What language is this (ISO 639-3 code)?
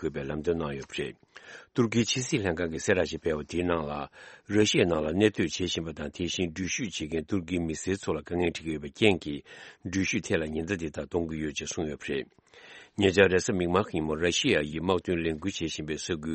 bod